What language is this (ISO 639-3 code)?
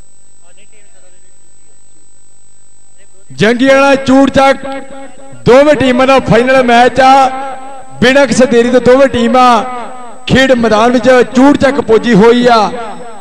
pan